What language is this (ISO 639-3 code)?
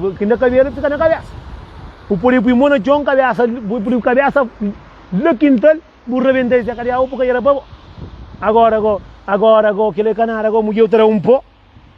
kea